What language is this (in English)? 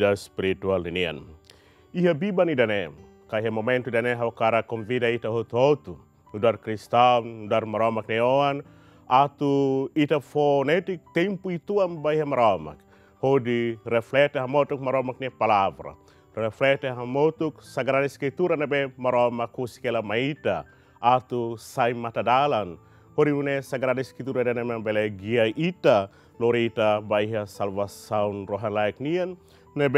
Tetum